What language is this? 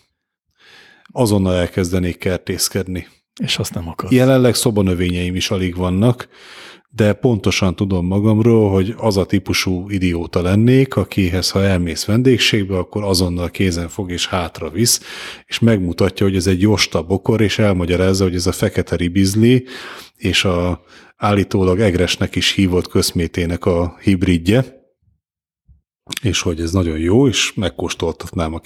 Hungarian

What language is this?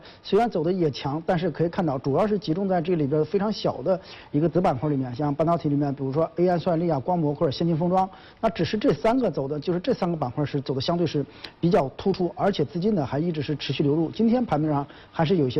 Chinese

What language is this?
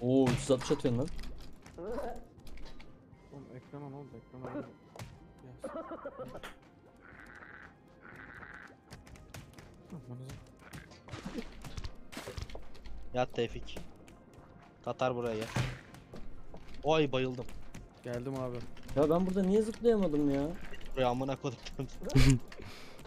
Turkish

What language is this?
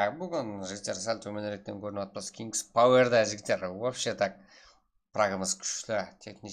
Kara-Kalpak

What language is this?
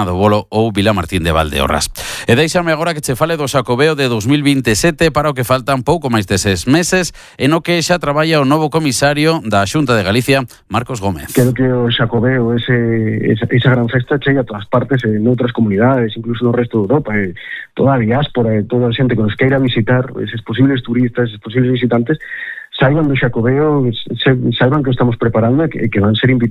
Galician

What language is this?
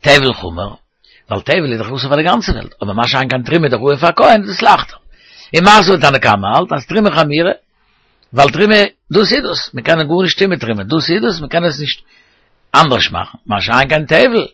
Yiddish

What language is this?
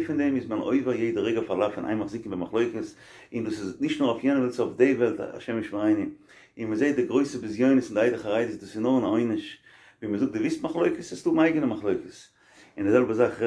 Yiddish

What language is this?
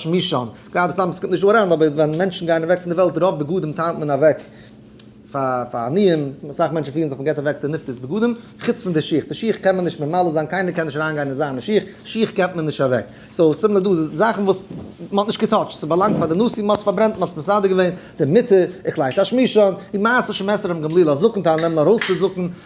Yiddish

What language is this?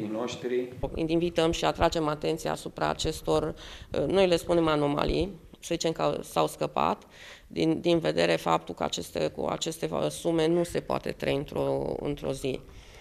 Romanian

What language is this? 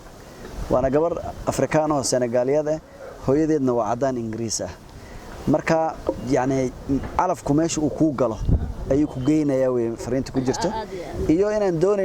Somali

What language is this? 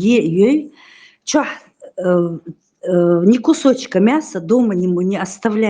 Chechen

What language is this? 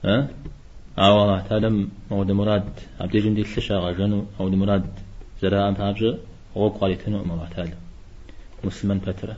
Kabardian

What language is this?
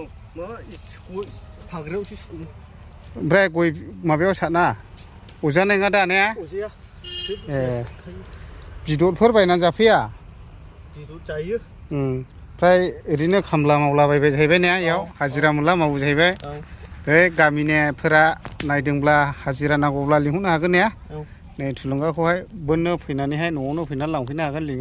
Bodo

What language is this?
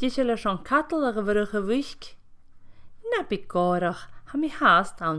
Scottish Gaelic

